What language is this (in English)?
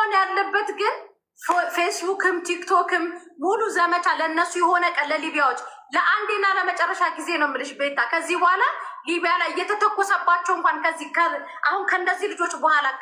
Amharic